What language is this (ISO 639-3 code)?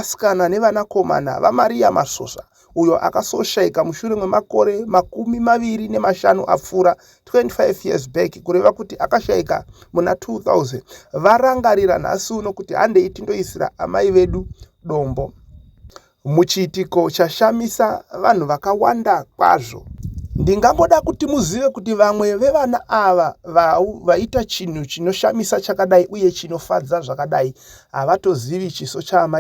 sna